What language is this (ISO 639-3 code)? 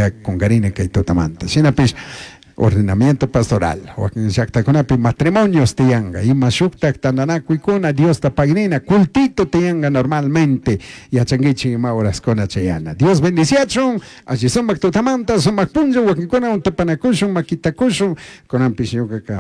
qug